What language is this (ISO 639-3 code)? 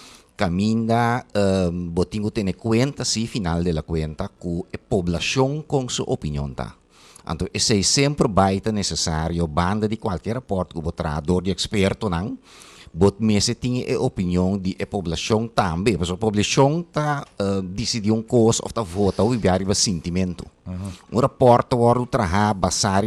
pap